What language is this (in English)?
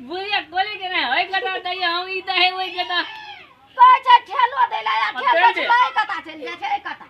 Maithili